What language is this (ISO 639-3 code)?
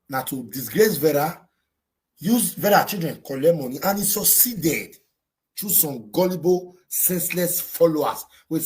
pcm